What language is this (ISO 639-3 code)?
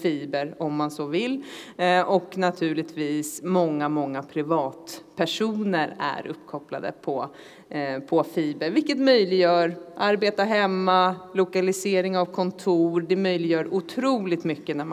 swe